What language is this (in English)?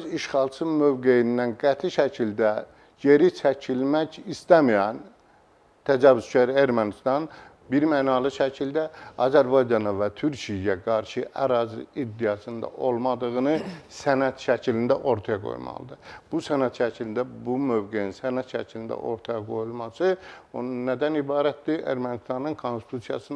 Azerbaijani